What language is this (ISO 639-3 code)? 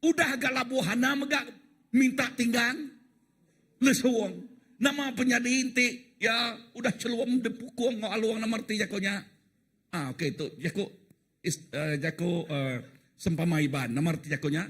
iba